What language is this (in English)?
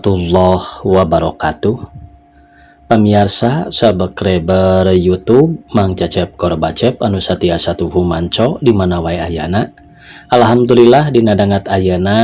Sundanese